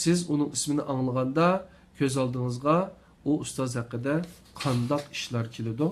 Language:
Uyghur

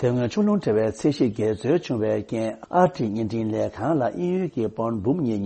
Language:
Tibetan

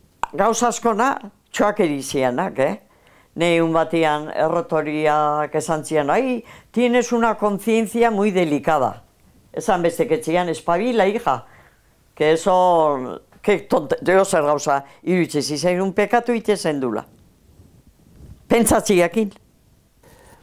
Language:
Basque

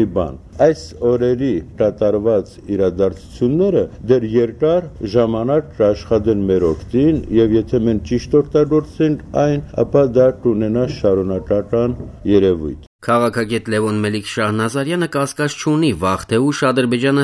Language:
Armenian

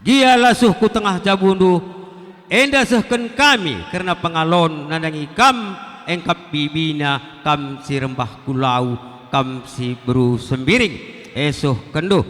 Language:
Batak Karo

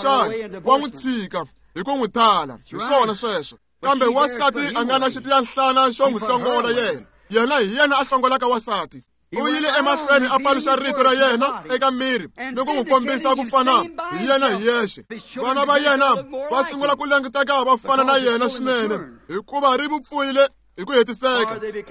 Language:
Tsonga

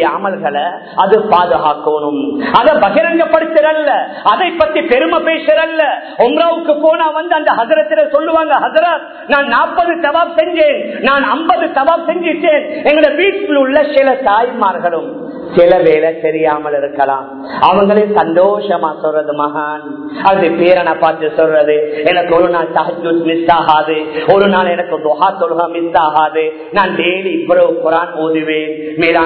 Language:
Tamil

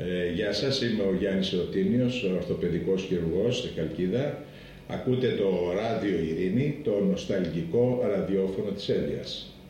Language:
Greek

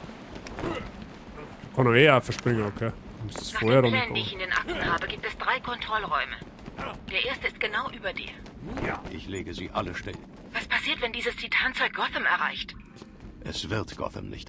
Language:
Bavarian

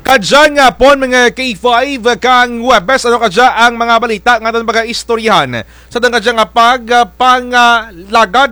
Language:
Kinaray-a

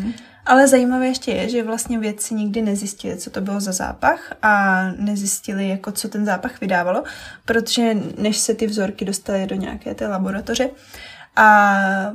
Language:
Czech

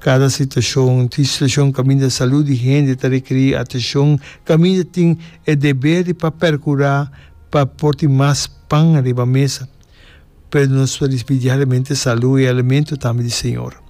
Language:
Papiamento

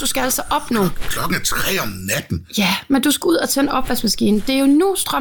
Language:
Danish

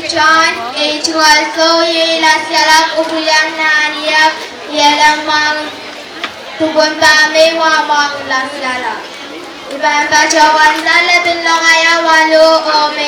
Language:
Pohnpeian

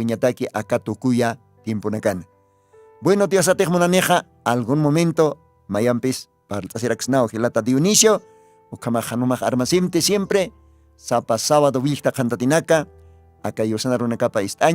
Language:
Aymara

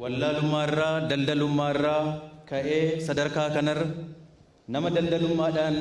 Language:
Oromo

